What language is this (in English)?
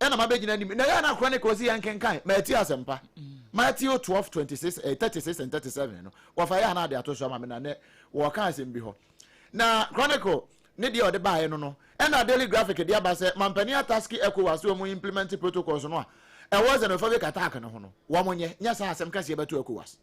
Akan